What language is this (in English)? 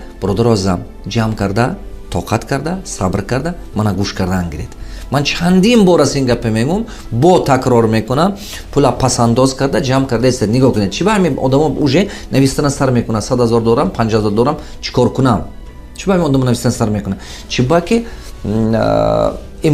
Tajik